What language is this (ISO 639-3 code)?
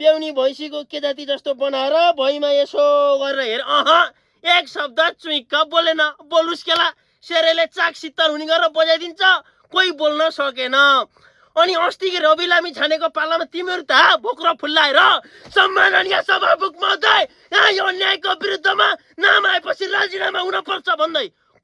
nep